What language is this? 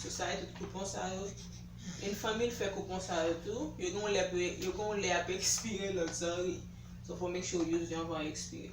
Haitian Creole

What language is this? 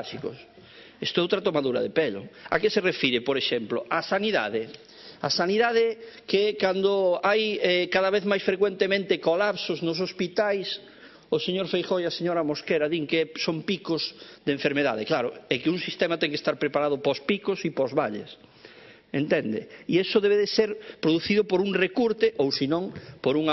Galician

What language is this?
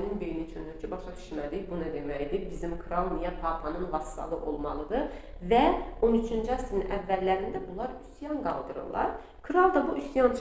Azerbaijani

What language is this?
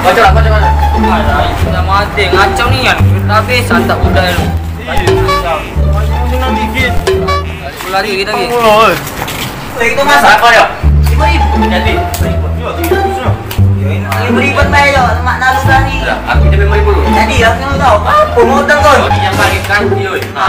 Musi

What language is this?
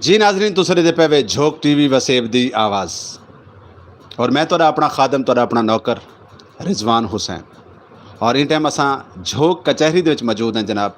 Saraiki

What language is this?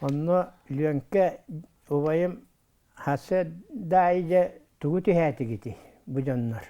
Yakut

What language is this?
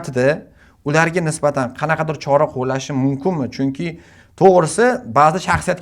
Uzbek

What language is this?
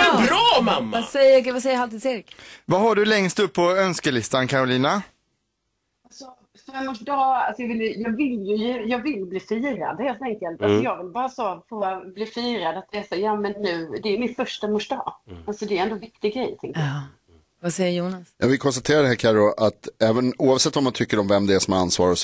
Swedish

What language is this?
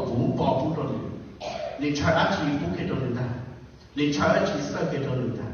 Hmong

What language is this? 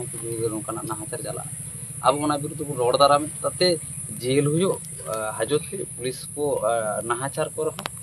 Santali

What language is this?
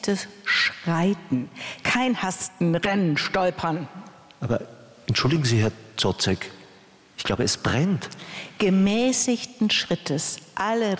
German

